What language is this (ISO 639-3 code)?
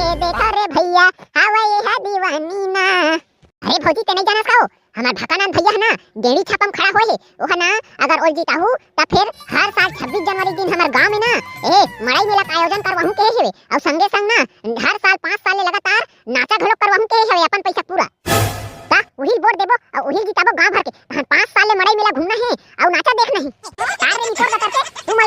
hne